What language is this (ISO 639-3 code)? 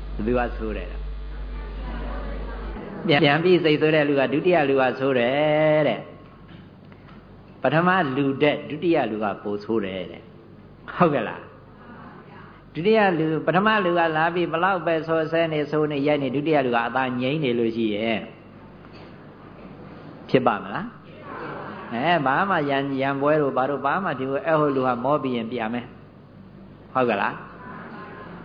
mya